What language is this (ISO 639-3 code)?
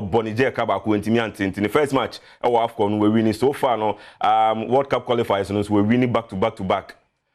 aka